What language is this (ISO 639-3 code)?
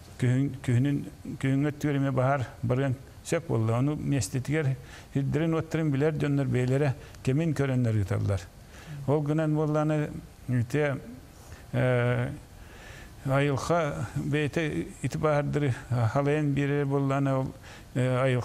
sah